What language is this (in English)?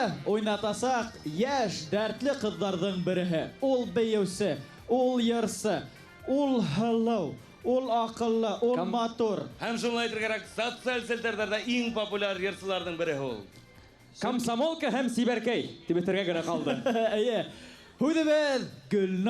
Bashkir